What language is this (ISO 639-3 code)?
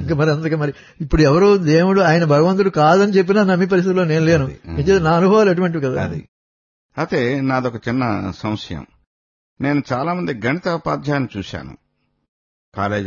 tel